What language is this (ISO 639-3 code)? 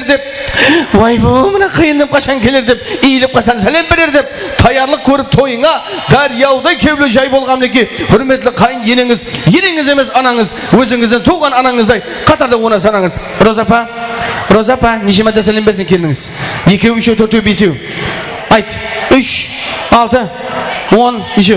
kaa